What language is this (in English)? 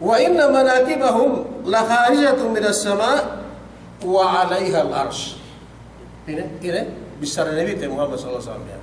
Yakan